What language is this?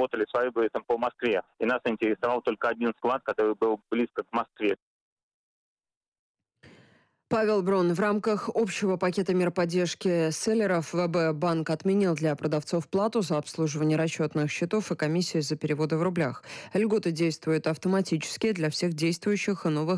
Russian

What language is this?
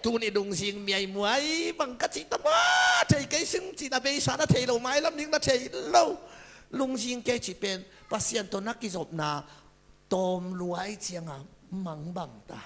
Tedim Chin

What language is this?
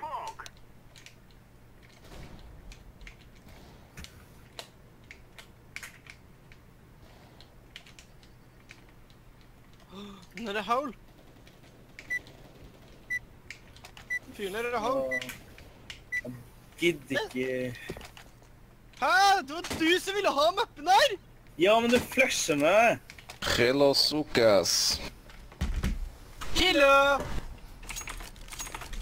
Norwegian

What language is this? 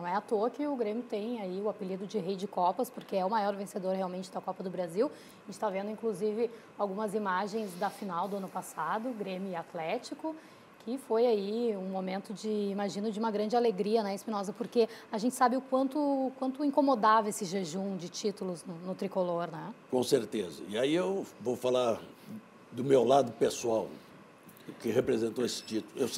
Portuguese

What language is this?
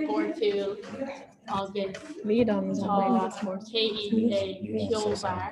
Irish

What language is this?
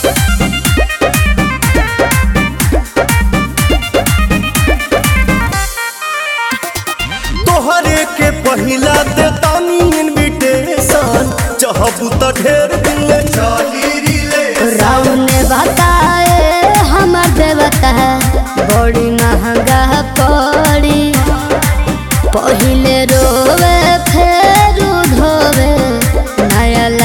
Bhojpuri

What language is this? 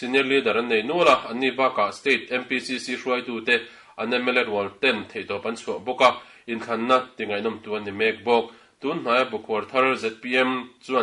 Mizo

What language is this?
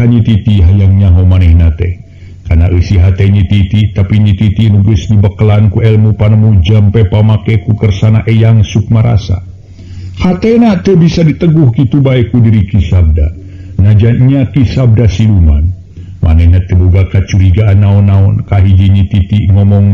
Sundanese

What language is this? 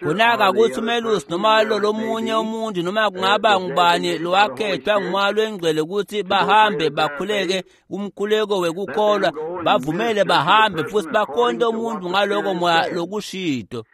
Swati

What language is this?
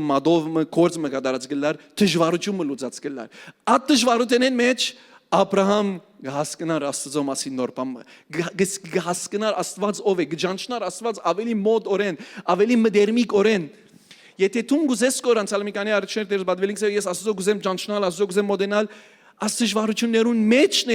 Western Armenian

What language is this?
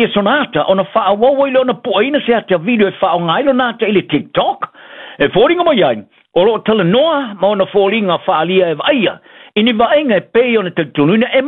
Samoan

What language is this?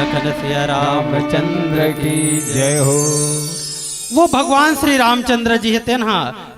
Chhattisgarhi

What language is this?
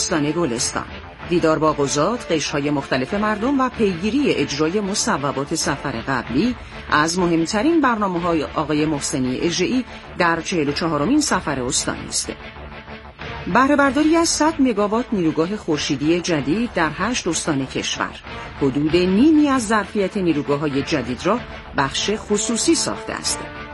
Persian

